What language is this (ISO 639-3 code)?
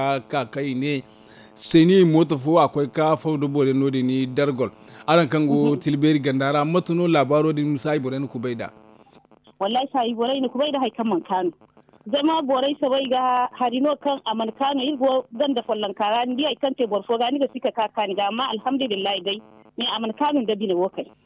dje